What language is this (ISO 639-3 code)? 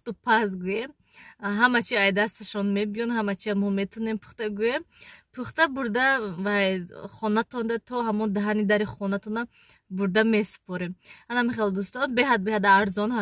tgk